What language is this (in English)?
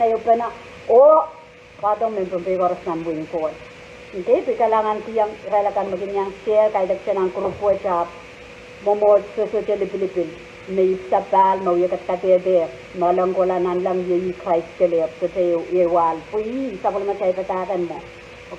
Pohnpeian